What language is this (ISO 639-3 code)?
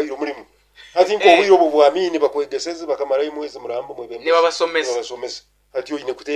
nyo